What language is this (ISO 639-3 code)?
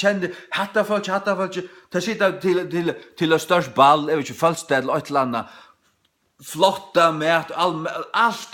fao